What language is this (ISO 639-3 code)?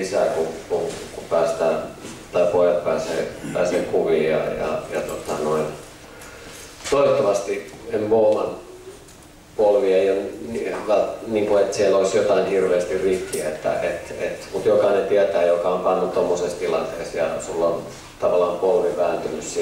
fin